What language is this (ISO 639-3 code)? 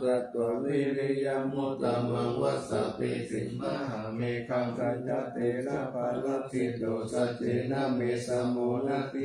pli